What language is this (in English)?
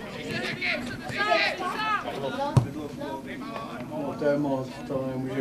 Czech